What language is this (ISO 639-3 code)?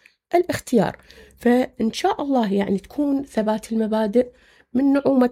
acm